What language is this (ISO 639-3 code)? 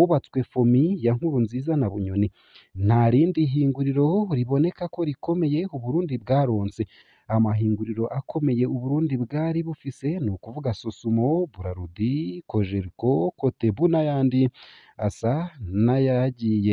run